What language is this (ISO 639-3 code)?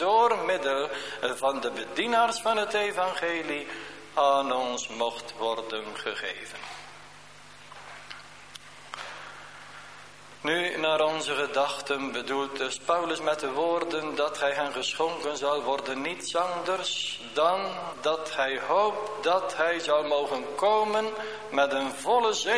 nld